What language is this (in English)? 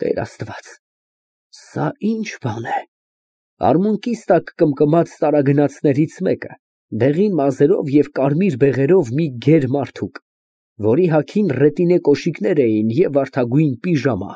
Armenian